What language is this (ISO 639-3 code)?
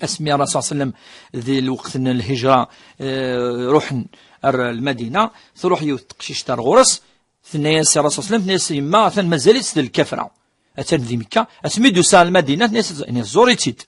kab